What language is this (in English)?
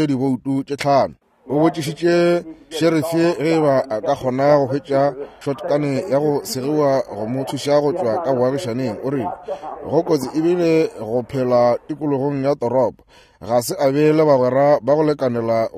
Northern Sotho